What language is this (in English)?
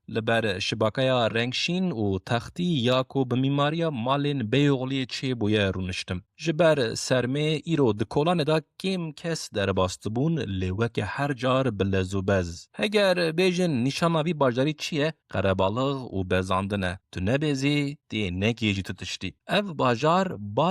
Kurdish